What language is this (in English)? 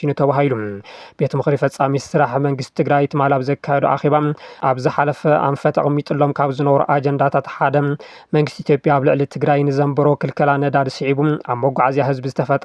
Tigrinya